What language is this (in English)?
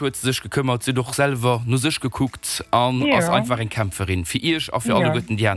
Luxembourgish